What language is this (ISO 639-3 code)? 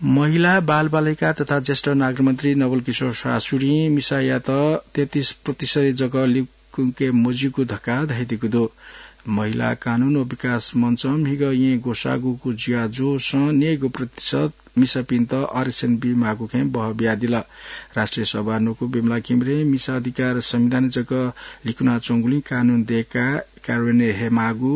new